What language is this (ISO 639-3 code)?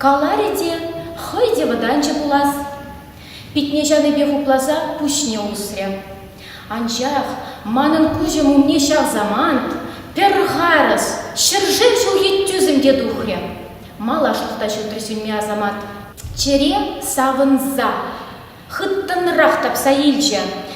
chv